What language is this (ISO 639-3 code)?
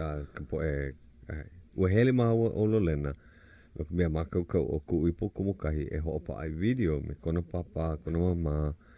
haw